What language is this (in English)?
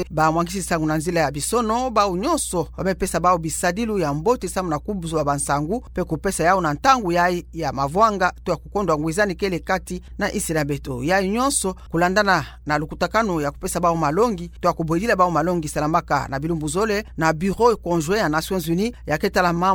Kituba (Democratic Republic of Congo)